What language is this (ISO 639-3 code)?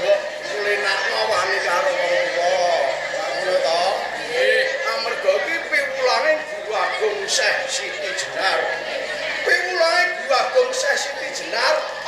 jav